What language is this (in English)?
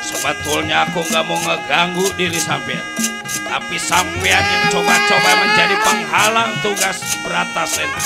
Betawi